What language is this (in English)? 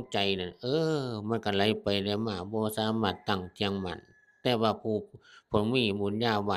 Northeastern Thai